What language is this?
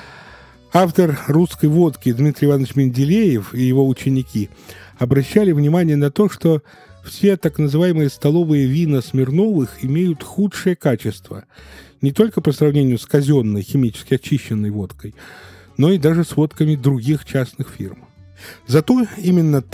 Russian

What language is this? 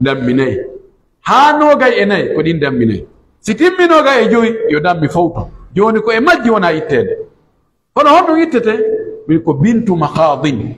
Pular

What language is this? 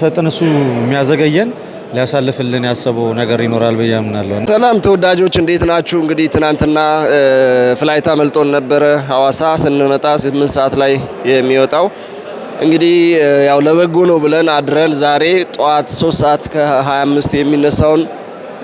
Amharic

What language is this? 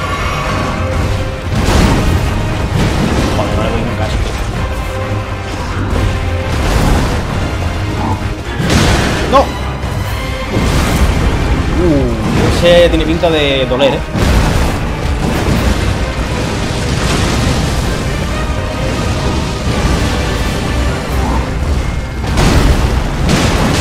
Spanish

